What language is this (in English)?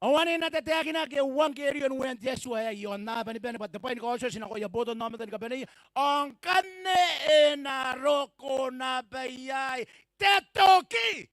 Gilbertese